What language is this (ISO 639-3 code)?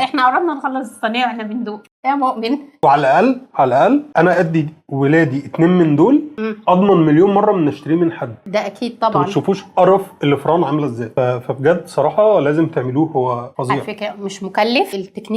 arz